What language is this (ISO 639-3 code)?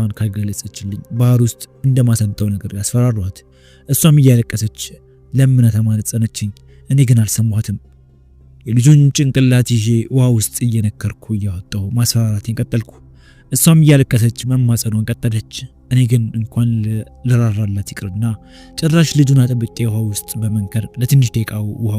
amh